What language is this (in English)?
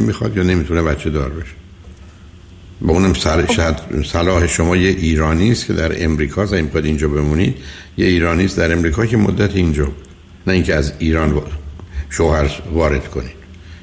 Persian